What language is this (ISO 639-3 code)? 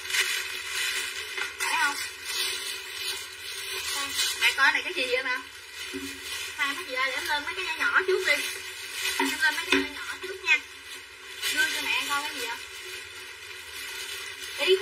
vie